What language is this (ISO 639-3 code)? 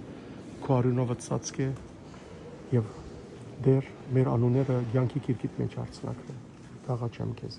hyw